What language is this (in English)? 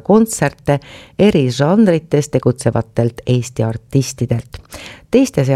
Estonian